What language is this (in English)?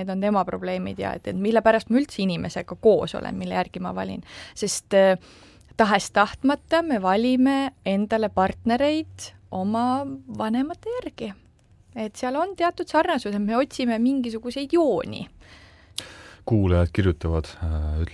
Estonian